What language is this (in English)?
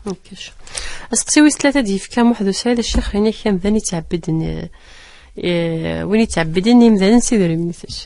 Kabyle